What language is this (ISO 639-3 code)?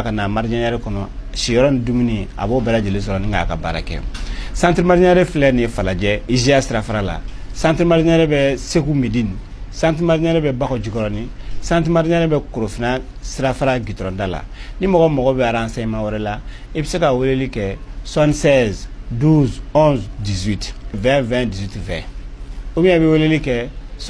bam